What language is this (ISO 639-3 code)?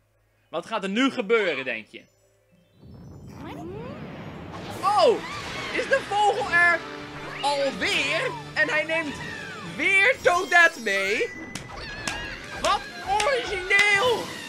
nld